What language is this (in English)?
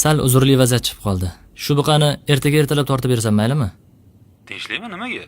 Uzbek